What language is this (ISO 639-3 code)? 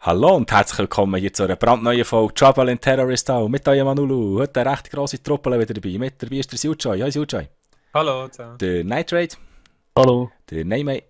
gsw